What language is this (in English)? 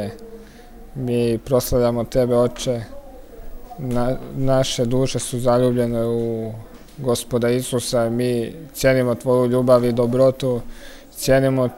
Croatian